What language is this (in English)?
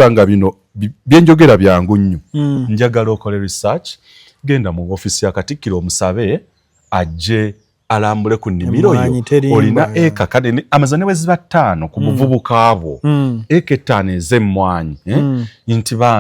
Ganda